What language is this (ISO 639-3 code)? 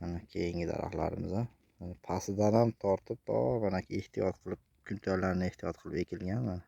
uzb